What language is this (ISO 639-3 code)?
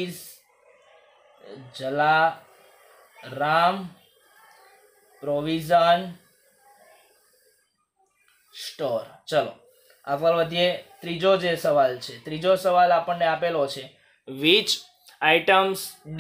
guj